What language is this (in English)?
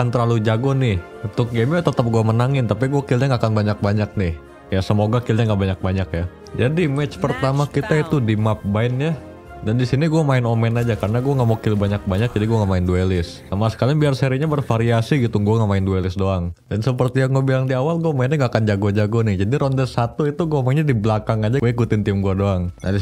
Indonesian